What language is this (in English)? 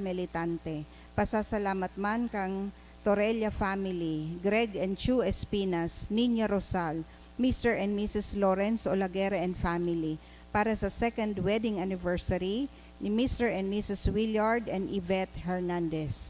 Bikol